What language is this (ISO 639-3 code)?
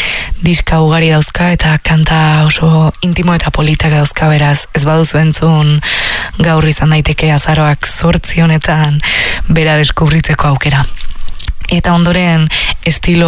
eus